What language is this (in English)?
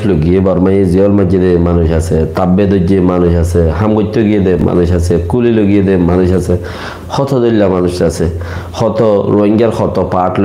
Rohingya